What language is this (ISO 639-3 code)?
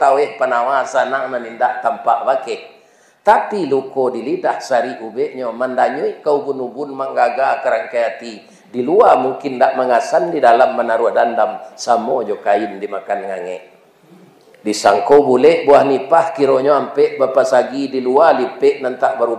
min